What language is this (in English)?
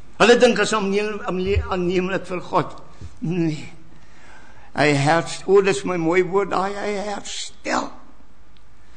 Afrikaans